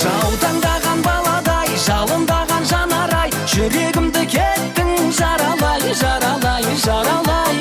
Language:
Kara-Kalpak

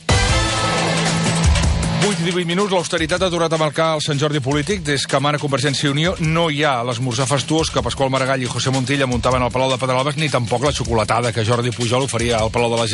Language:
Catalan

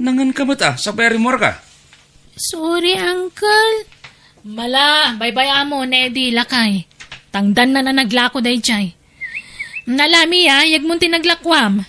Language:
Iloko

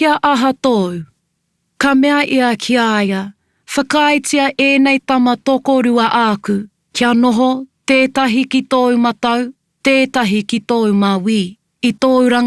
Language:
Māori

